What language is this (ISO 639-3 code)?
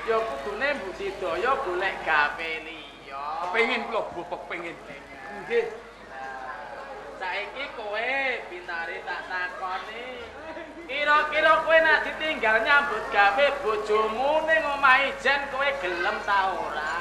jav